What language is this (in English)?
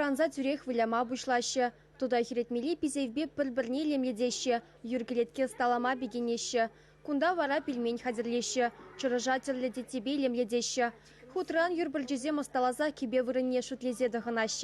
Chuvash